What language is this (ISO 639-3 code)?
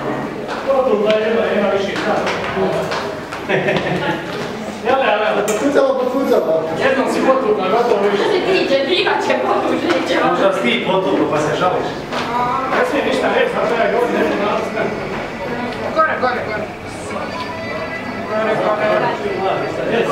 hrv